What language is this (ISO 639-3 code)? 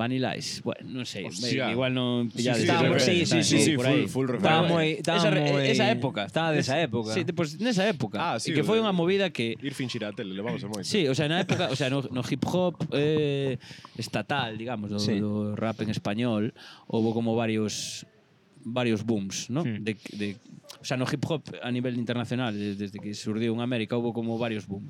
glg